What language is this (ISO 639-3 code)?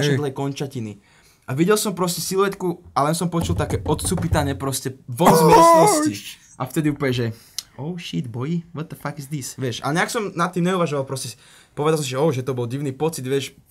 slk